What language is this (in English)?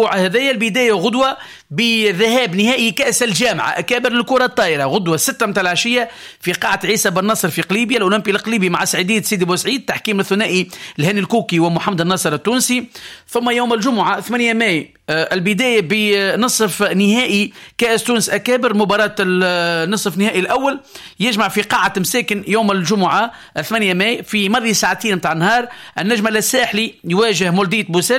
Tunisian Arabic